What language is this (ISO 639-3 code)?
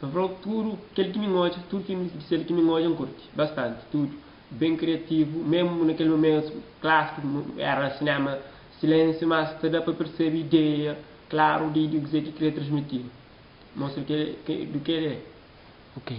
kea